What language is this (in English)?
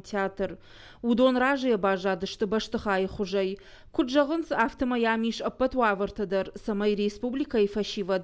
Ossetic